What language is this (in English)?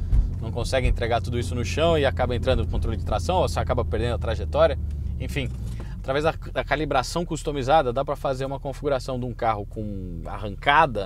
Portuguese